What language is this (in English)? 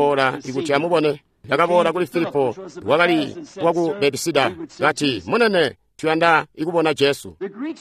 Tonga (Zambia)